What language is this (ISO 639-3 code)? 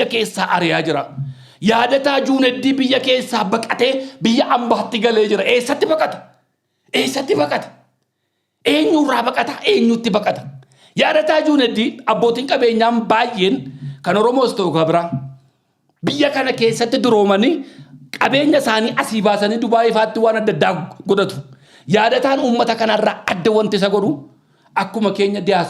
orm